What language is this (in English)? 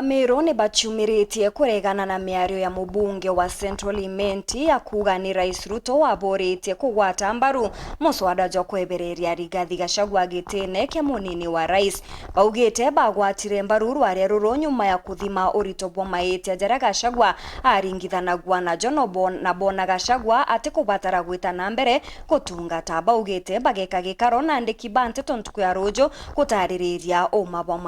Meru